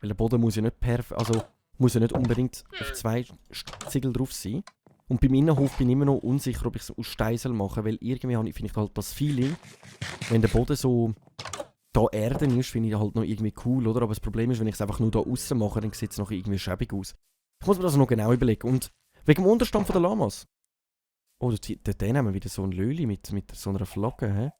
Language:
Swiss German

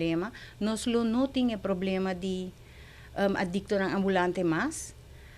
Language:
Papiamento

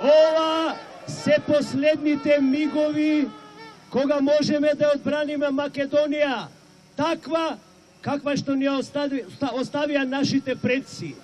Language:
Macedonian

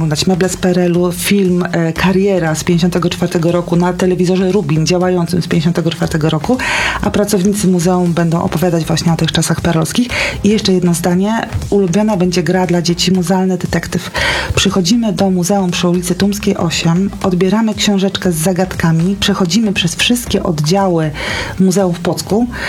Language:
Polish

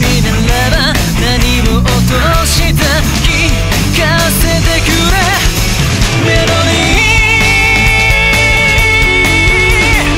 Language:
Japanese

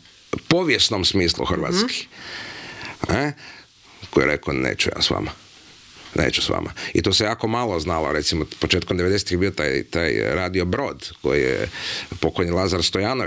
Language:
Croatian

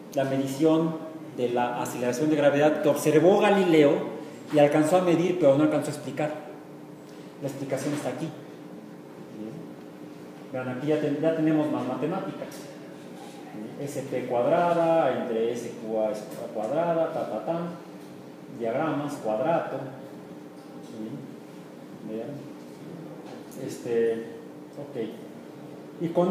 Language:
Spanish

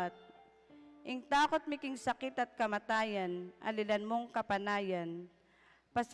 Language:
Pampanga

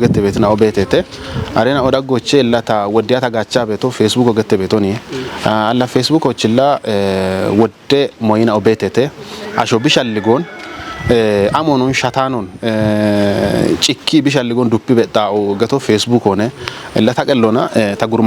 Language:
Kafa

